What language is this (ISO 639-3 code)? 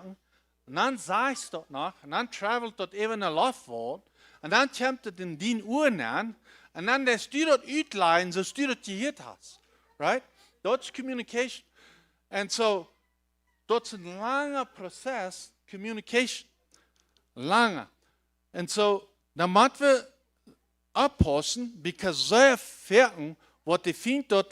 pdt